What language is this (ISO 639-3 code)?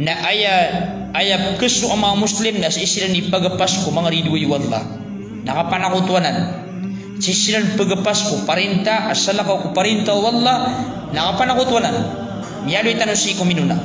mrw